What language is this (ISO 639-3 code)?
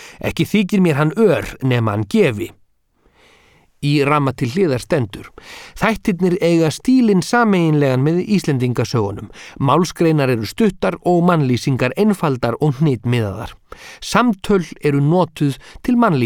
isl